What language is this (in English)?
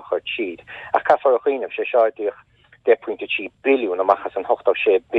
Irish